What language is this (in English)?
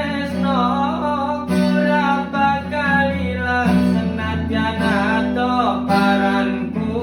Javanese